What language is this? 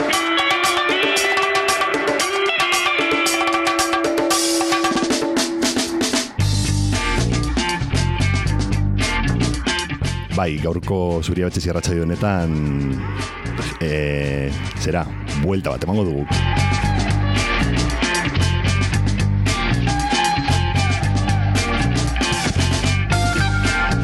Basque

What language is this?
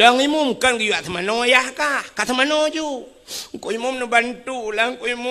Achinese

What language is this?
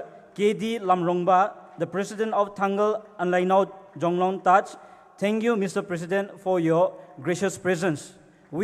Poumei Naga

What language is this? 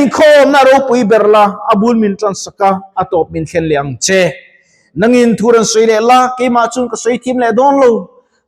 Mizo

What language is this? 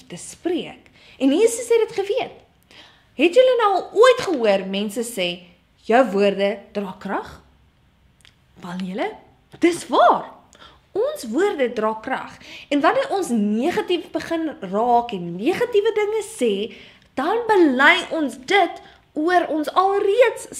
Afrikaans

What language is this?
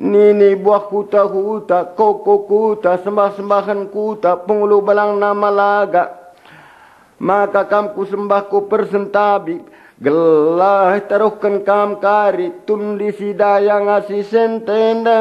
Batak Karo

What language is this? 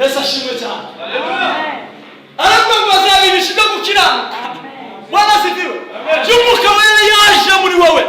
Kinyarwanda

